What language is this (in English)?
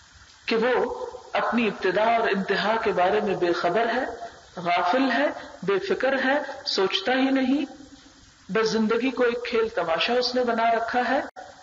Urdu